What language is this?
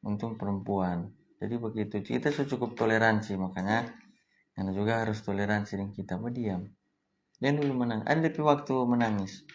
Manado Malay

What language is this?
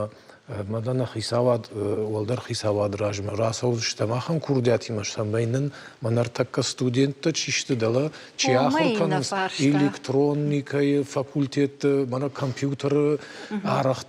Ossetic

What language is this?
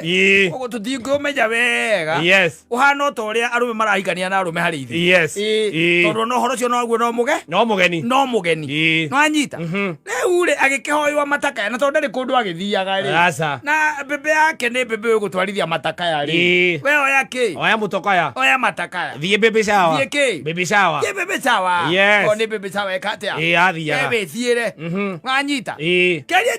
Kikuyu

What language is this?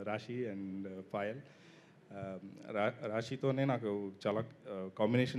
Telugu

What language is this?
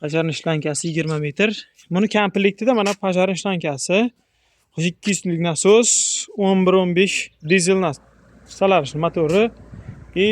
Uzbek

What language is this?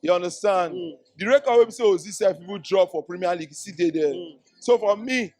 Nigerian Pidgin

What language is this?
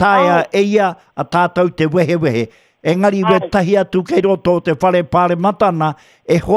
Māori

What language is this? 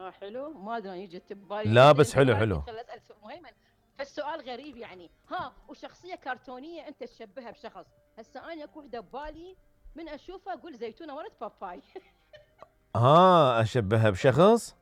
Mesopotamian Arabic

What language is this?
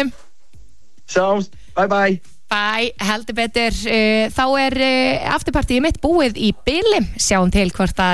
Icelandic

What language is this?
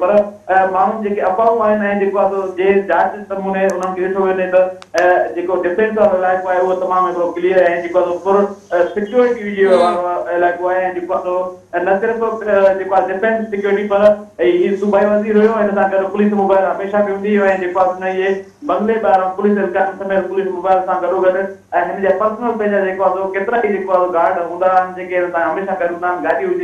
Sindhi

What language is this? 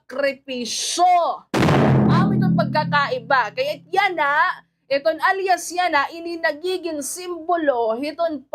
Waray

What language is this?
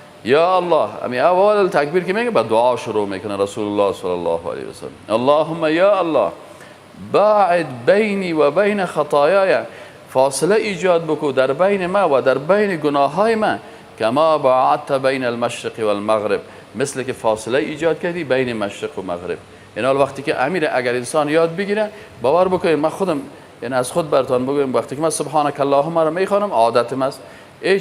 Persian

